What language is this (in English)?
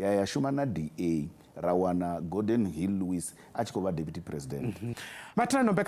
Venda